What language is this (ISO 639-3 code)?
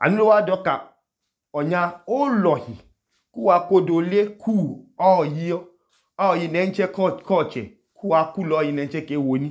idu